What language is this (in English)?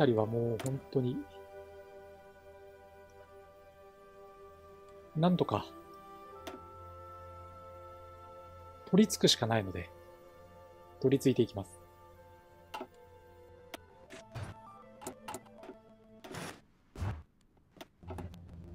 Japanese